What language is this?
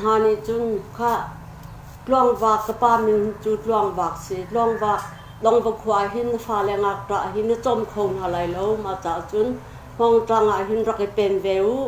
Hakha Chin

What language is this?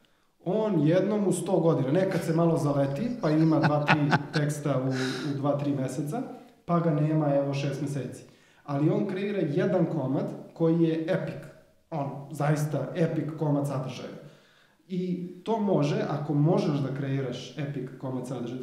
Serbian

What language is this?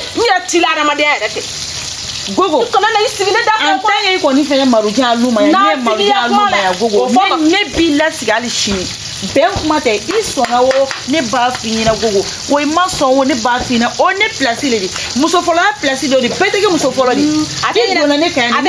Bambara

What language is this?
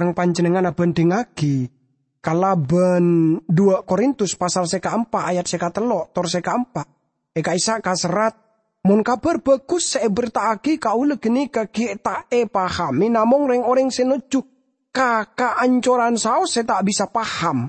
Madurese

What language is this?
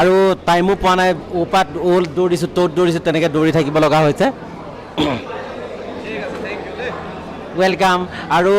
Assamese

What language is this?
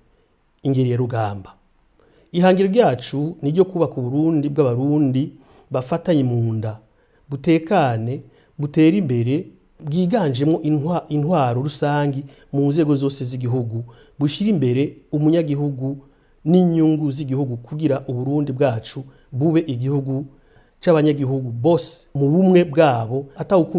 Rundi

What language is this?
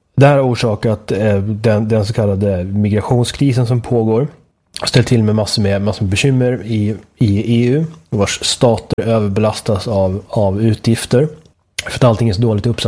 Swedish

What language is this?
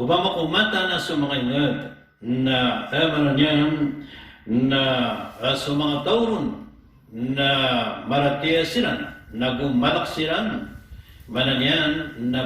Maranao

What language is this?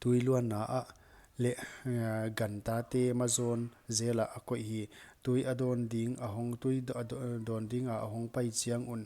Paite Chin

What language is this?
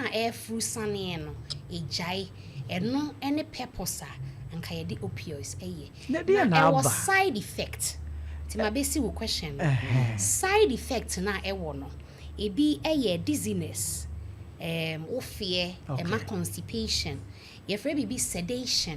Akan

